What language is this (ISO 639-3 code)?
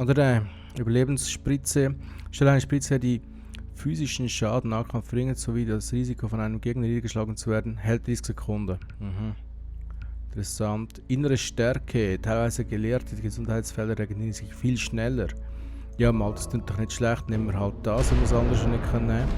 gsw